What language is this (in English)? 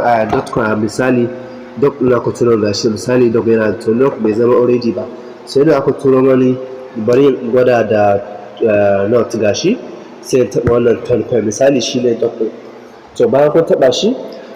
Hausa